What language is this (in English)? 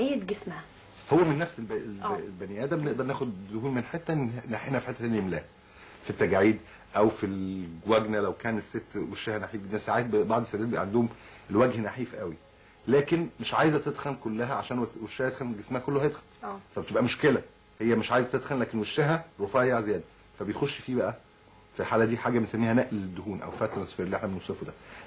Egyptian Arabic